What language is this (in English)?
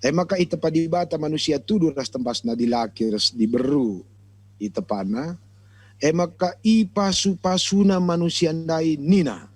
Batak Karo